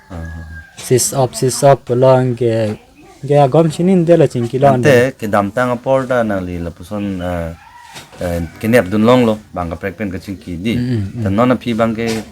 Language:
Karbi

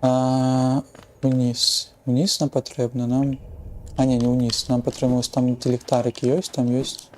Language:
Belarusian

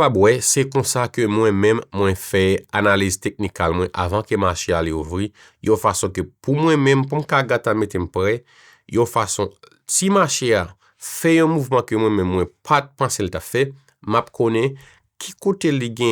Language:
Haitian Creole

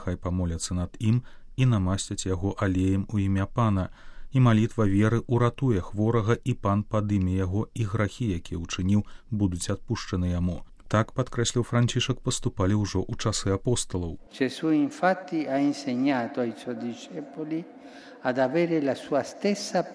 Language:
Belarusian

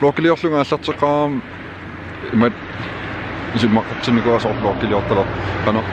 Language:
Kalaallisut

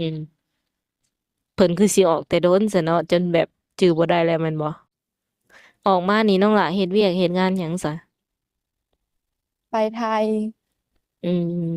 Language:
Lao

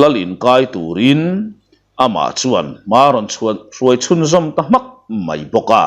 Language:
Mizo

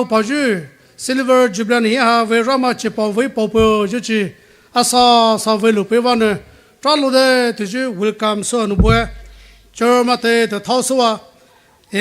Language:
Poumei Naga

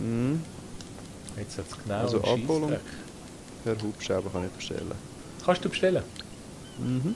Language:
Swiss German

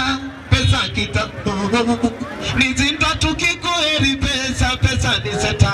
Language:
Swahili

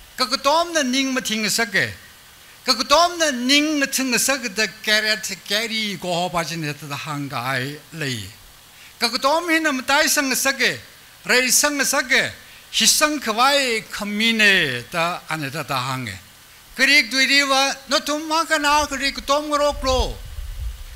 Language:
Tangkhul Naga (India)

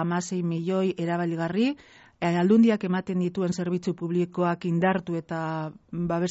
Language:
Basque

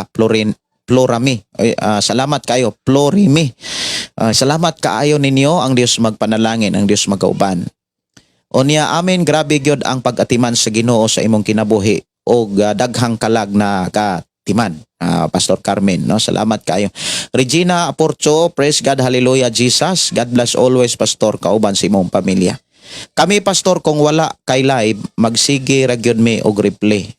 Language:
Cebuano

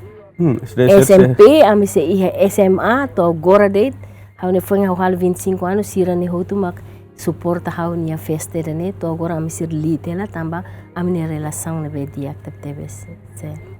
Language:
Tetum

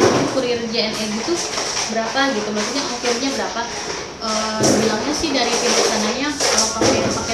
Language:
Indonesian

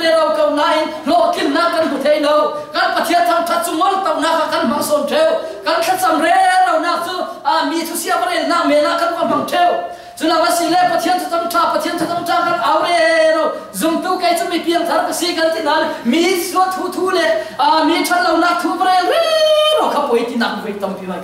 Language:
Falam Chin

